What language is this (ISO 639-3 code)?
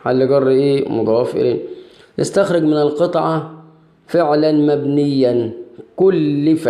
arz